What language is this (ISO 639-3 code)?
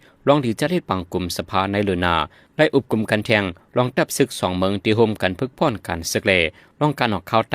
shn